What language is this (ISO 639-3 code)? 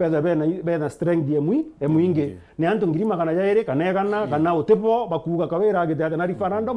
mer